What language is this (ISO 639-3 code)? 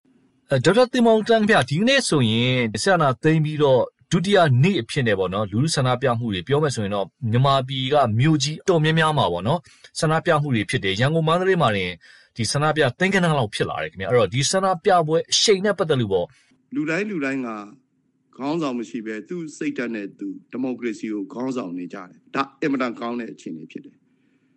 mya